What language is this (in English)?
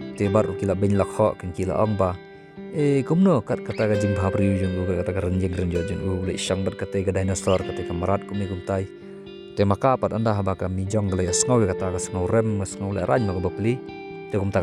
Khasi